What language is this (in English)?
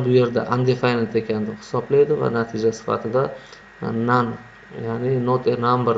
Uzbek